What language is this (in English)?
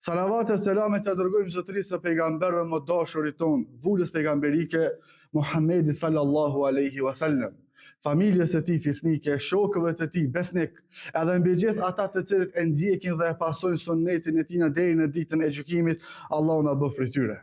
Albanian